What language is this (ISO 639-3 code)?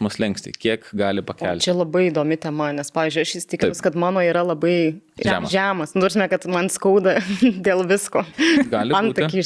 lit